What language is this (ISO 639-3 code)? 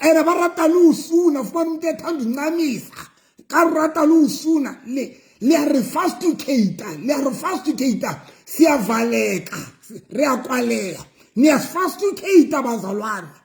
sot